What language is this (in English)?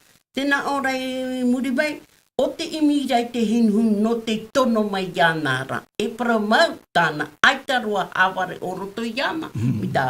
Tahitian